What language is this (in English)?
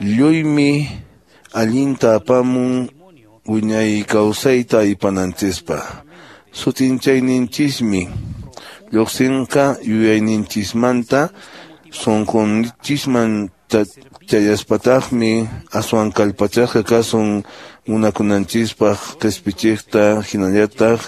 Quechua